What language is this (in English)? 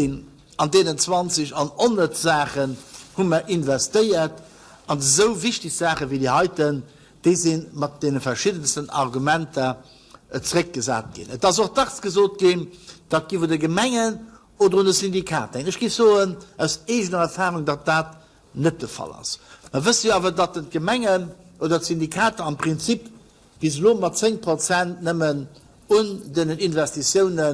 Luxembourgish